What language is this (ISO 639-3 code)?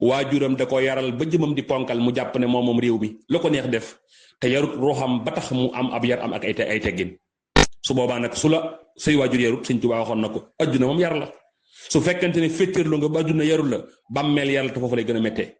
wol